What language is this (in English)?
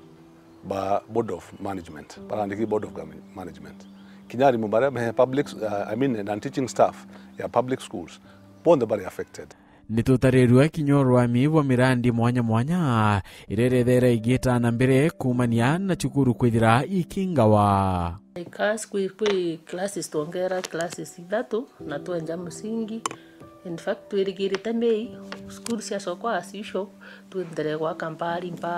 Meru